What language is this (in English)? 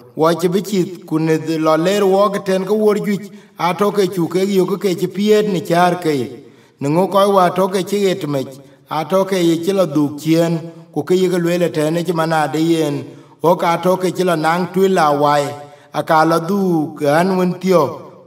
Dinka